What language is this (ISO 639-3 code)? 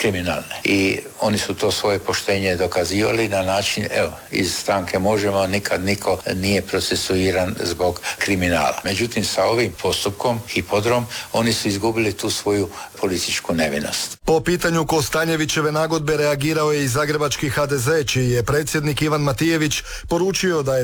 hrv